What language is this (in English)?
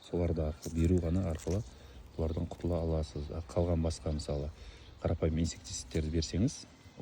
Kazakh